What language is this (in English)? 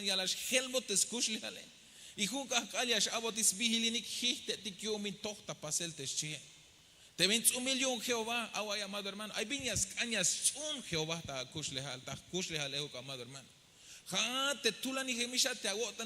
Tzeltal